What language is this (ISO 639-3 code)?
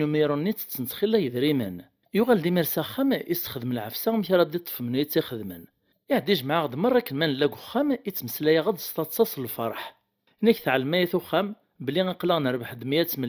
kab